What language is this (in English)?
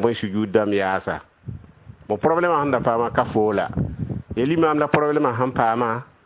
Mossi